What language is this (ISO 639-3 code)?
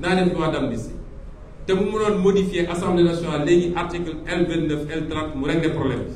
wol